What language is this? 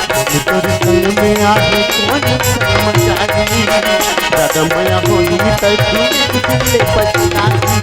Chhattisgarhi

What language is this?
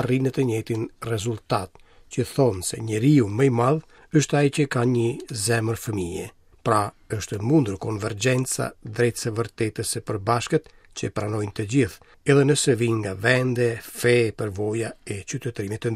Albanian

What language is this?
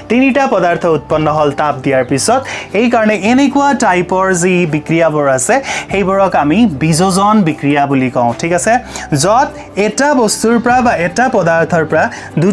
Assamese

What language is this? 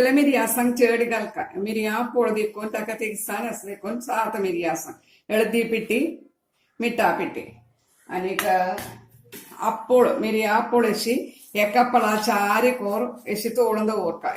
Konkani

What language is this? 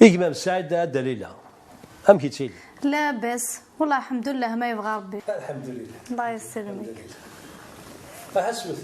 Kabyle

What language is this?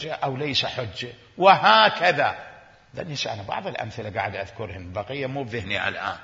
Mesopotamian Arabic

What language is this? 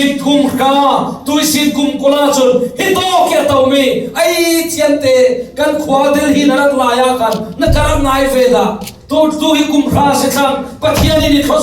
Falam Chin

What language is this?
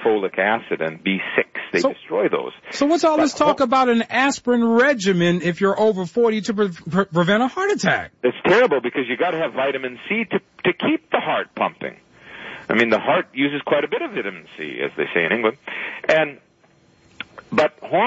English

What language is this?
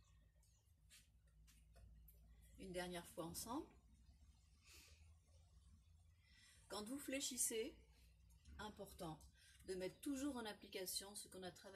French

